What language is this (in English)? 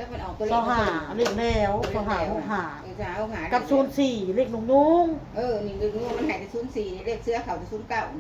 Northeastern Thai